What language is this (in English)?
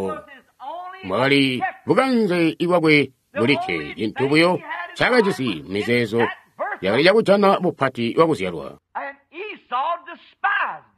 Tonga (Zambia)